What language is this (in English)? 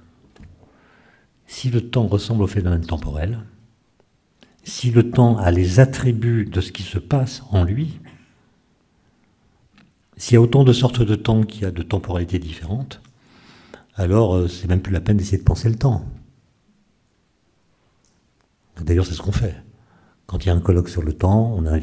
French